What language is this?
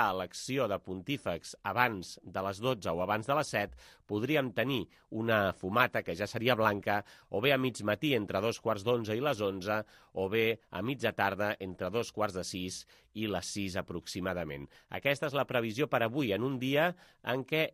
Catalan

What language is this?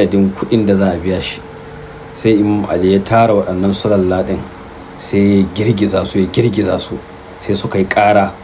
Hausa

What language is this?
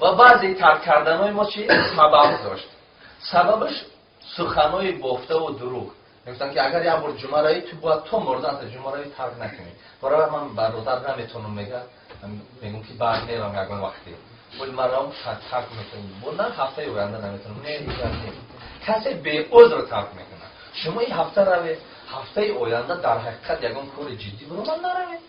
Tajik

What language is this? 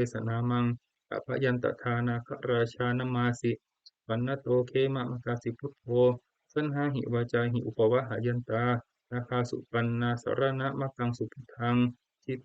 Pali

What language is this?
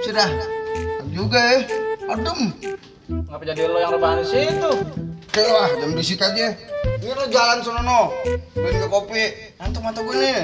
Betawi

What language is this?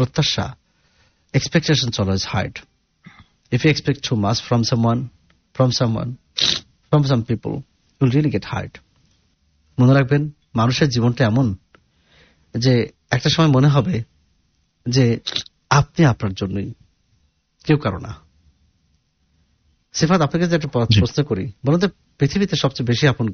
Bangla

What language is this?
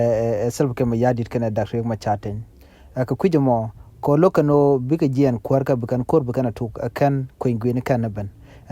Nuer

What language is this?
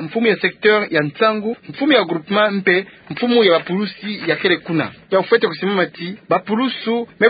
Kituba (Democratic Republic of Congo)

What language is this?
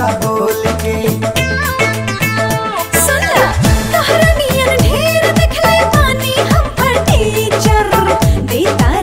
Bhojpuri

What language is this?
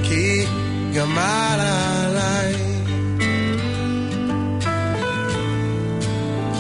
Hebrew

